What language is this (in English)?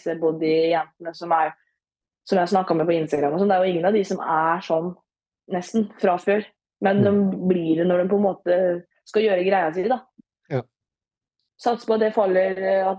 Norwegian